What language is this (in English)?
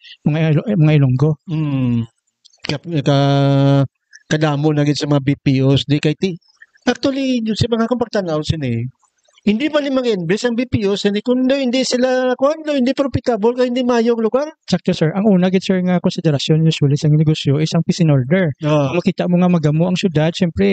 Hiligaynon